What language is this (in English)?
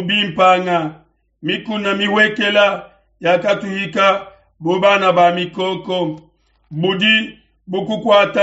Luba-Lulua